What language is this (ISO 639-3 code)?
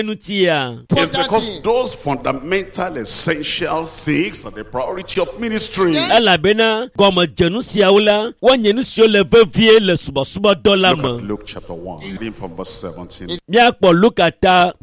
ewe